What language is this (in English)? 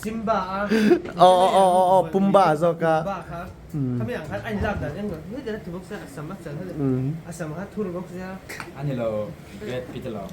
Mizo